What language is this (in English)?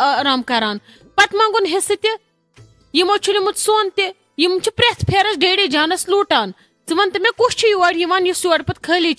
Kashmiri